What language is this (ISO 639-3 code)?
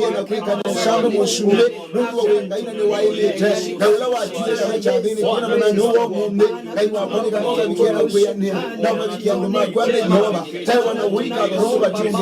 kam